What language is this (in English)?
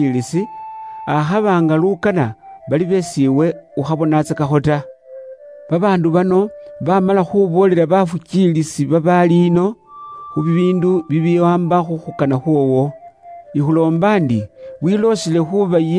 Luyia